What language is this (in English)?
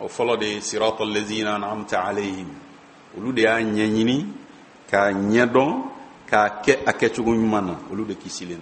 Bambara